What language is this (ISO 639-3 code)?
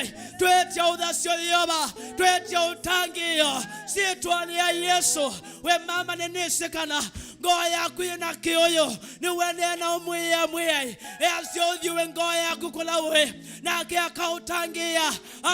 kam